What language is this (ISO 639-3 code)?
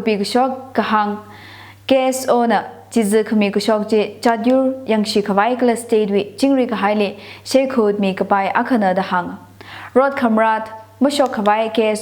nmf